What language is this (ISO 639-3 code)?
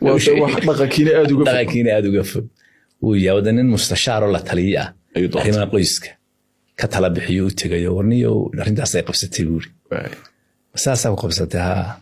som